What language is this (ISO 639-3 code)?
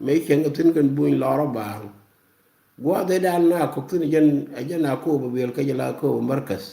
nus